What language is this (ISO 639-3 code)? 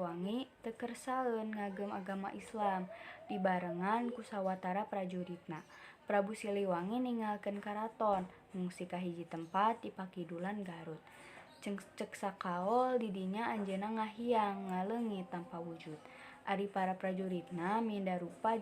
sun